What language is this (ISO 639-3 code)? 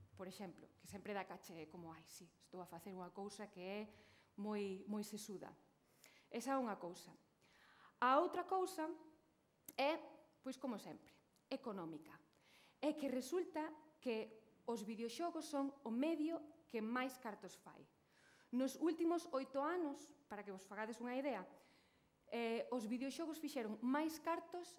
glg